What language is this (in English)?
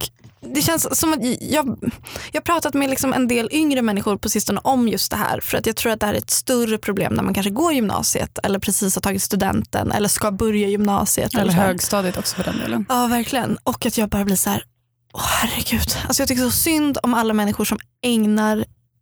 Swedish